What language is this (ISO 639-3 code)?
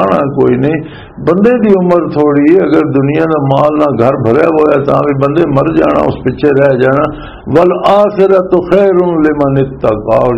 lah